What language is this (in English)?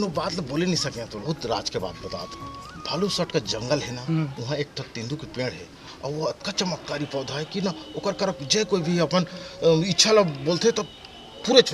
Chhattisgarhi